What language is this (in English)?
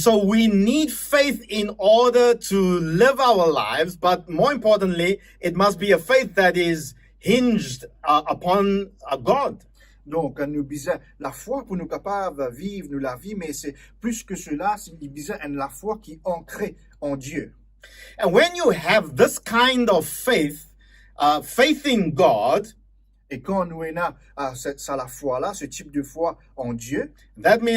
Morisyen